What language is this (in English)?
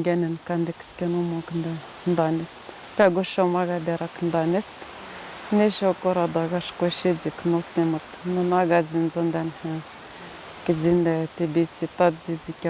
Atikamekw